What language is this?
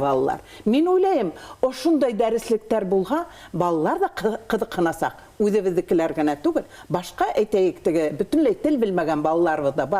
Bashkir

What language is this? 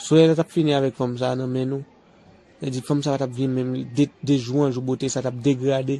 Haitian Creole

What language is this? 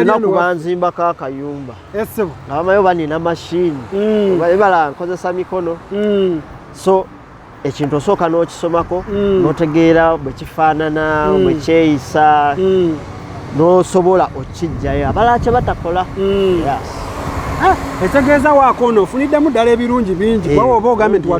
Ganda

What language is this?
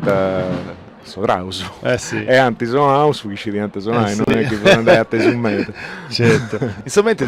Sardinian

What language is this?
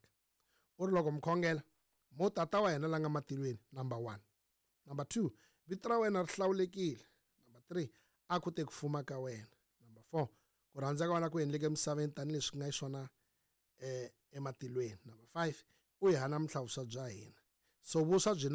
Tsonga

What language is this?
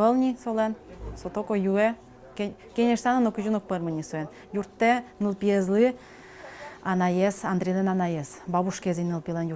Udmurt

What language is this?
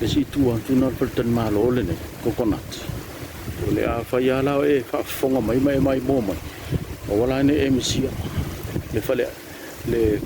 Samoan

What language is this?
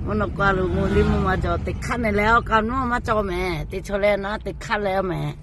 Lahu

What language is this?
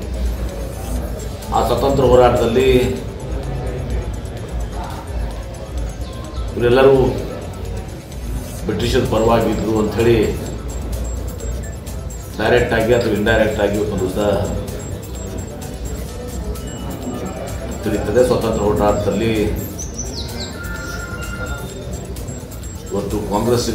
Kannada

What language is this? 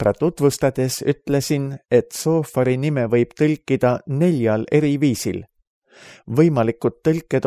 Estonian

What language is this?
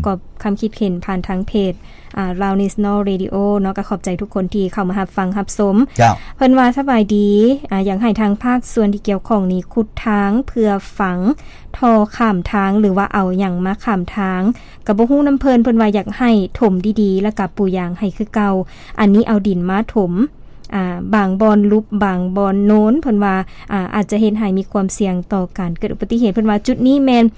Lao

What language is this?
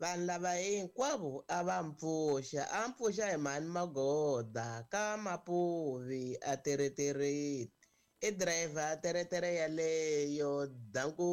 Tsonga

